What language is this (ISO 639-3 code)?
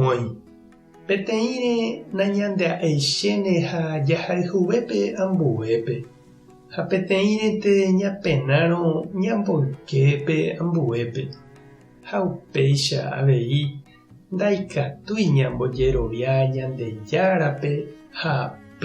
grn